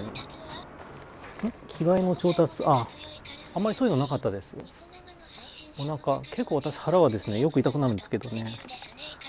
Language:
Japanese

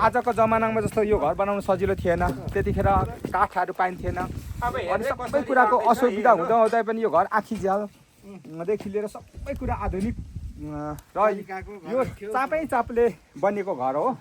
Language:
Nepali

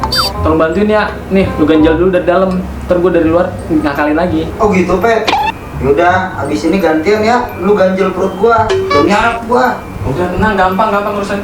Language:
Betawi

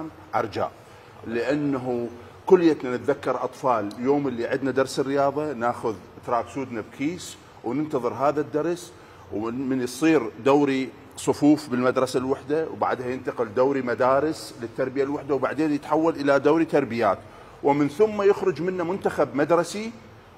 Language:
Mesopotamian Arabic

